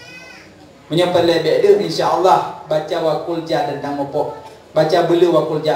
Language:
Achinese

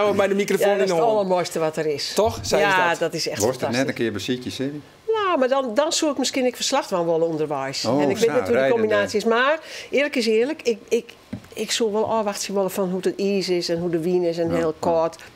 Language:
Western Frisian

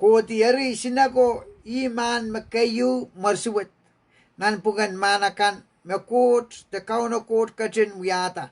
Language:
Pohnpeian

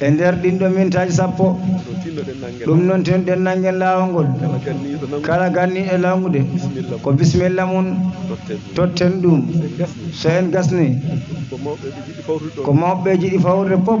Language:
Fula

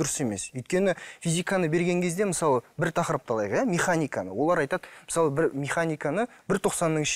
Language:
Kazakh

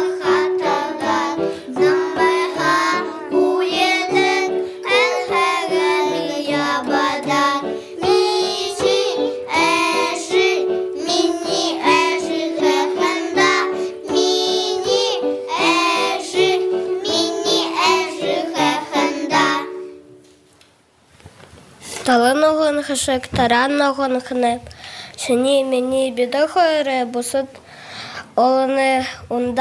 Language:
Buriat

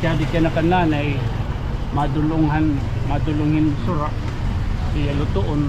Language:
Waray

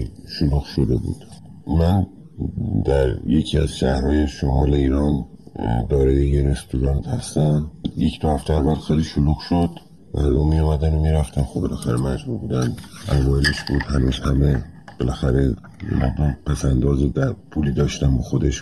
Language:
Persian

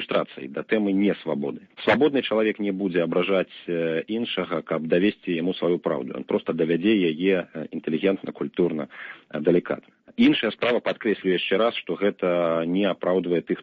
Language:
Belarusian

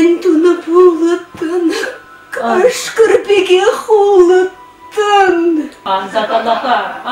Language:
Chuvash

